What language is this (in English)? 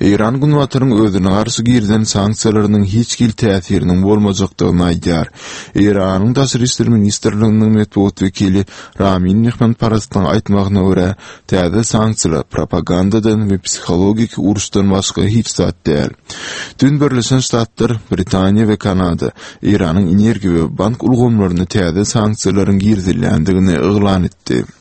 Turkmen